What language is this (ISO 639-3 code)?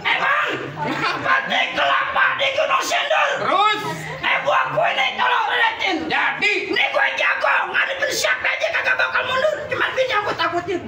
bew